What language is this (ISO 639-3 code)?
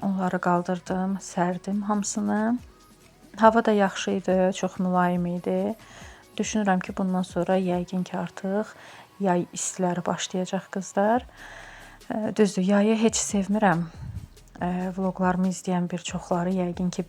aze